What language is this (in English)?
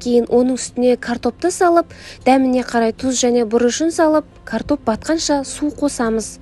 Kazakh